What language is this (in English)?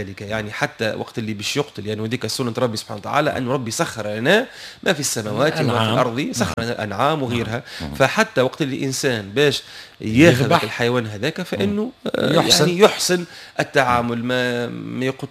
Tunisian Arabic